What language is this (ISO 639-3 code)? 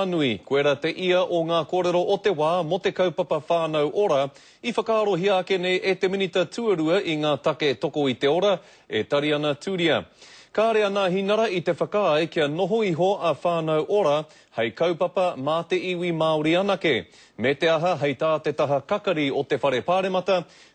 mri